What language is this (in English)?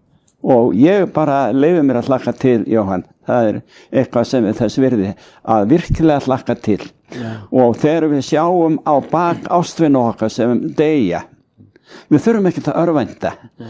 Icelandic